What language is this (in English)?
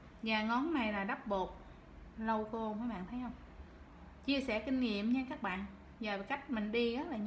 Vietnamese